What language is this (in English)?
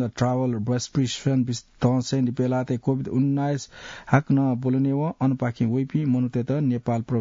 Newari